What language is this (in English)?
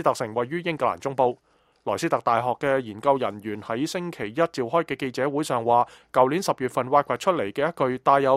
Cantonese